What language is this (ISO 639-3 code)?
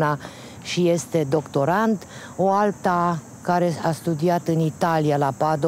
ron